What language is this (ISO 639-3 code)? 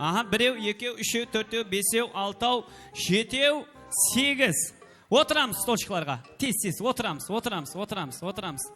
kaa